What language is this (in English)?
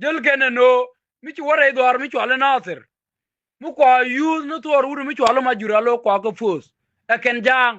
Nuer